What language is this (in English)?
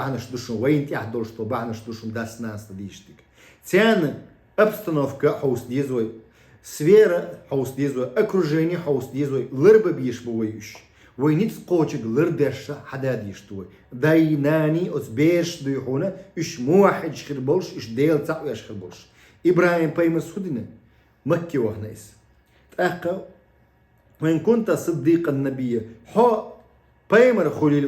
Chechen